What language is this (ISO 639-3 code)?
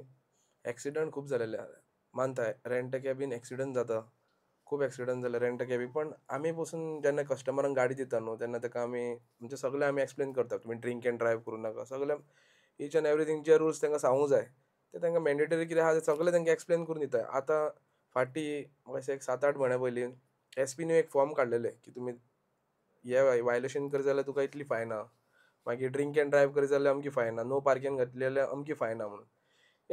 kok